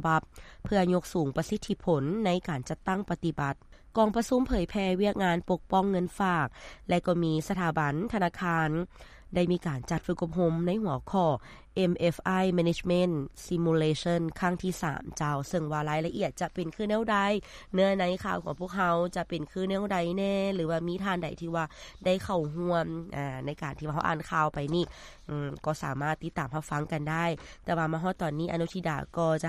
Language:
Lao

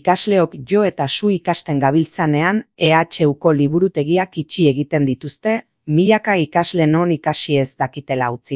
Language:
Basque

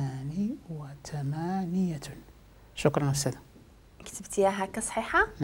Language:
Moroccan Arabic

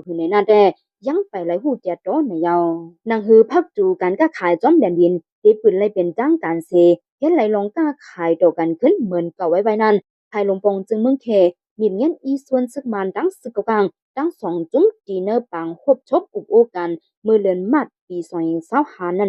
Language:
Shan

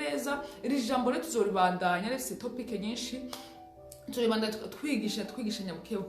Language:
Rundi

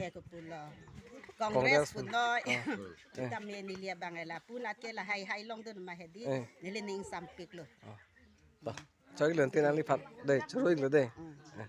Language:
Karbi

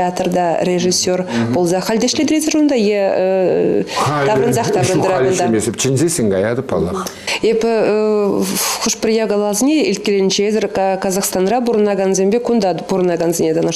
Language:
Chuvash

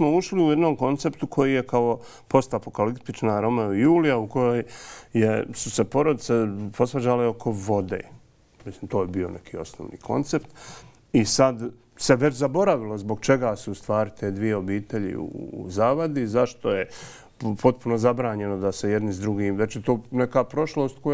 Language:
Bosnian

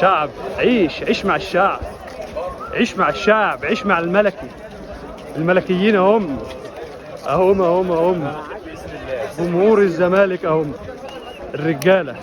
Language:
Egyptian Arabic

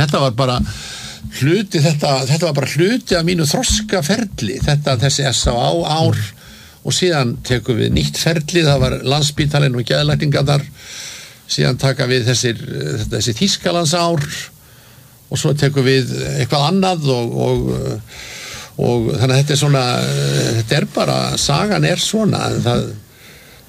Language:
Icelandic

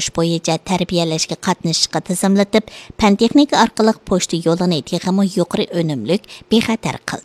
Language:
Uyghur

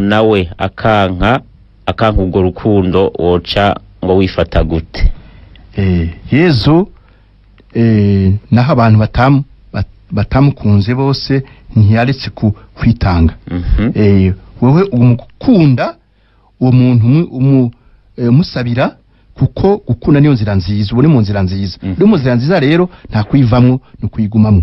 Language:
Rundi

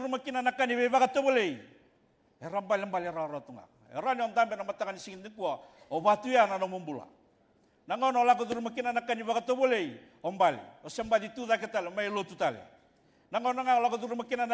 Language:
Fijian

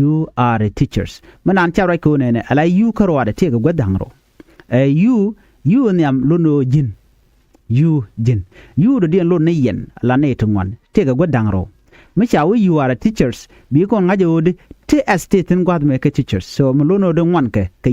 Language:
Nuer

